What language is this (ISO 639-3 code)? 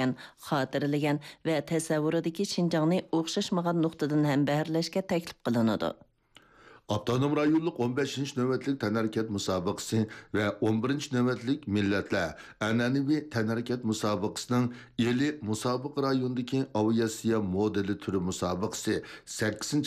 uig